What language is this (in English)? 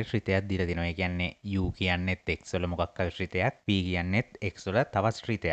Sinhala